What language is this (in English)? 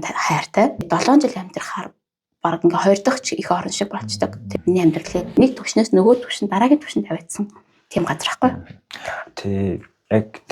Mongolian